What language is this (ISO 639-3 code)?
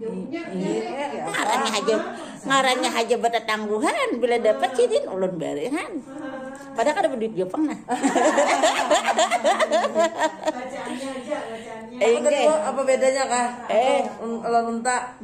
bjn